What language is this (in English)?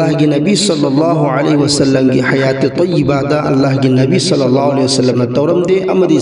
Manipuri